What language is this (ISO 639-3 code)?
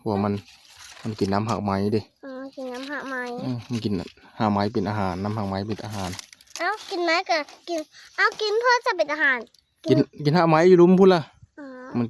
tts